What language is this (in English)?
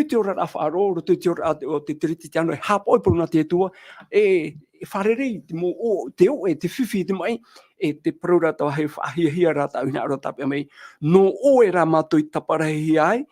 Tahitian